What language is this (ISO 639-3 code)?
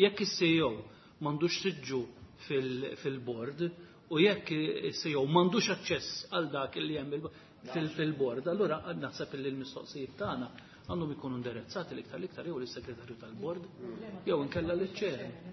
mlt